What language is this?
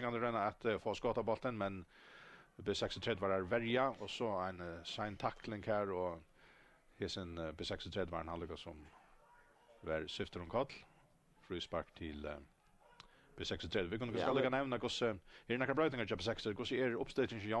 Faroese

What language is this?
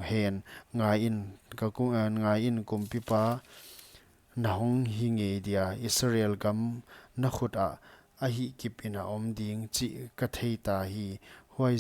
Paite Chin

